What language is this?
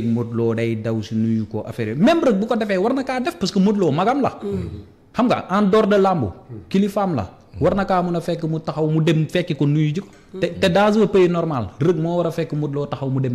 Wolof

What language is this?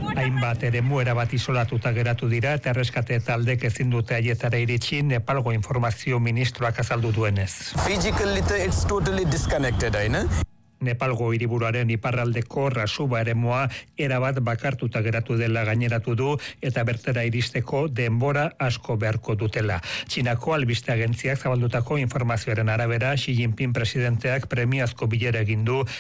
Basque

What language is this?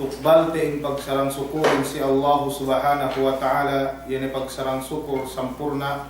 Yakan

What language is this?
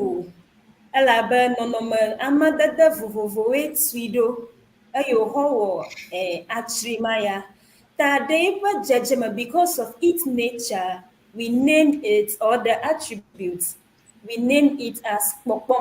Ewe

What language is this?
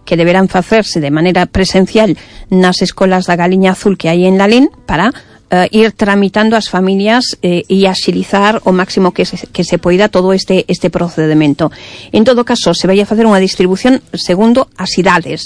Galician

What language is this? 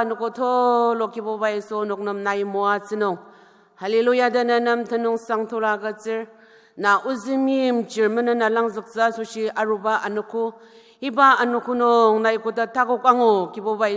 Ao Naga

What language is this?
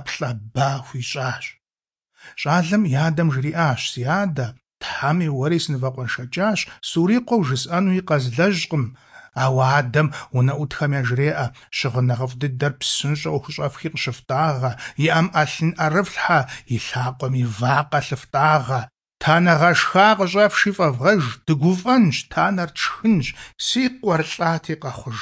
Kabardian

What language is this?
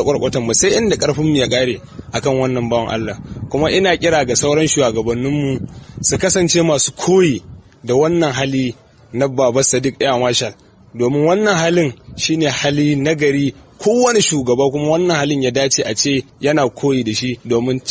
Hausa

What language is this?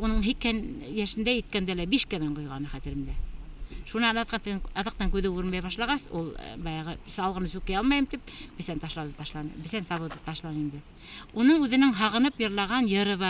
Bashkir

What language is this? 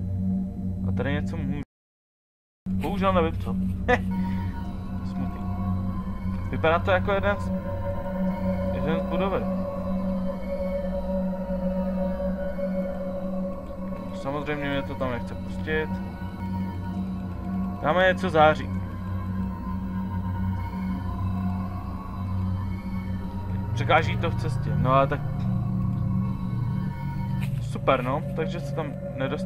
Czech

